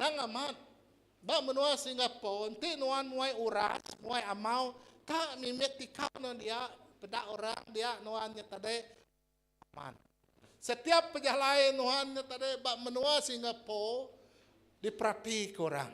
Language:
Iban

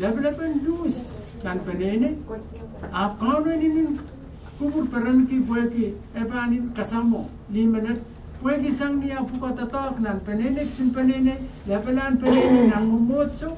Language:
Pohnpeian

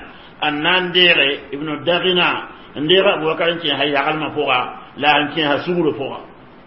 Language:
Mossi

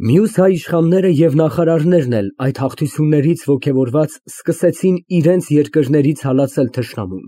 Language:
Armenian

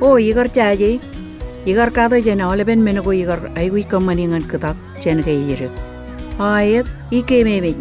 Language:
Marshallese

